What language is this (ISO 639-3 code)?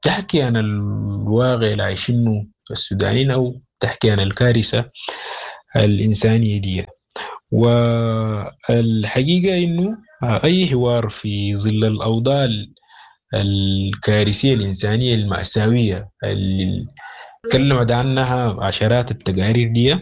apd